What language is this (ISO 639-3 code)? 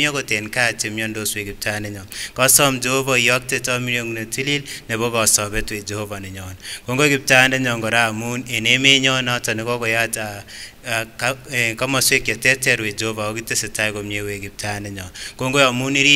sgc